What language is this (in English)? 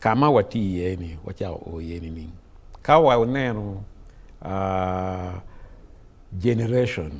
Acoli